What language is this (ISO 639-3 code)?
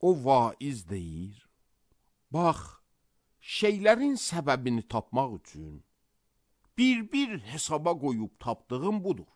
aze